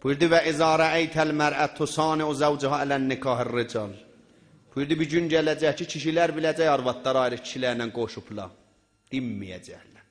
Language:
South Azerbaijani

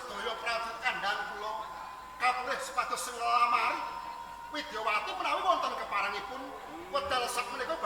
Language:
Javanese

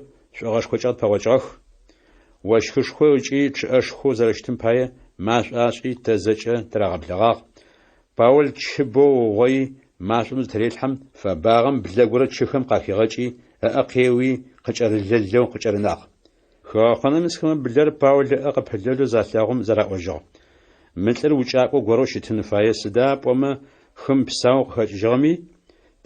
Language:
Adyghe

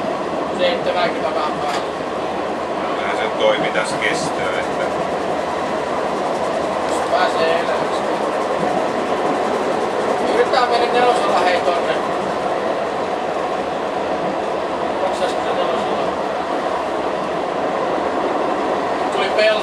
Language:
Finnish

